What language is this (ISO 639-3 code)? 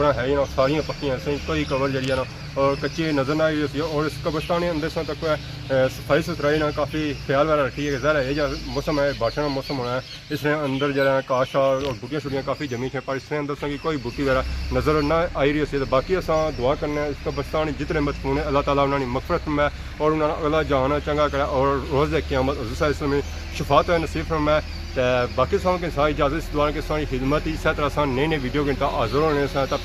phr